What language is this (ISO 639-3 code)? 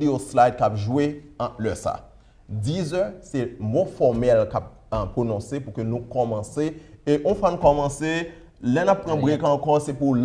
hat